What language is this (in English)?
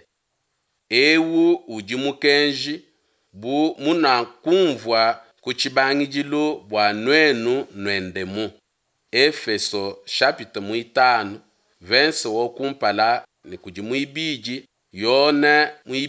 Luba-Lulua